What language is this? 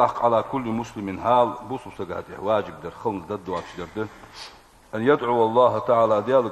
Ingush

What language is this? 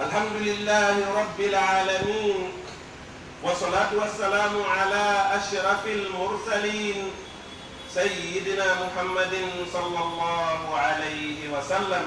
Pular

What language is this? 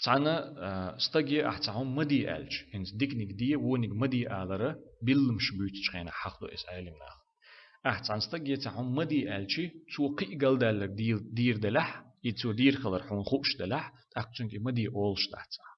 Chechen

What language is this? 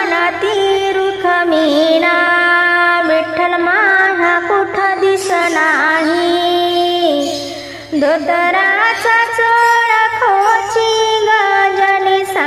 Marathi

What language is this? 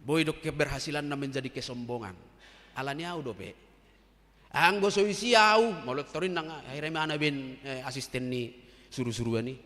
Batak Toba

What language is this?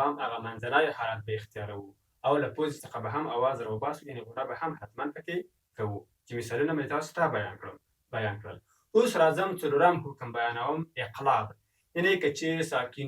Pashto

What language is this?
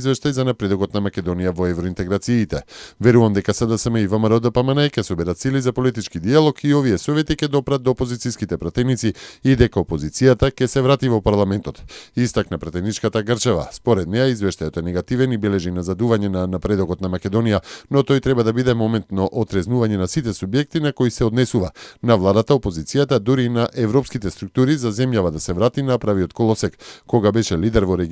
Macedonian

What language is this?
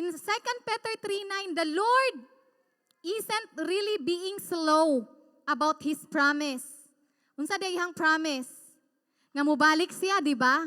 Cebuano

